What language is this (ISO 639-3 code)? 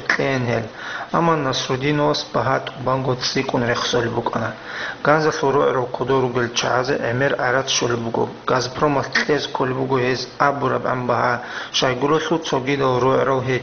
ava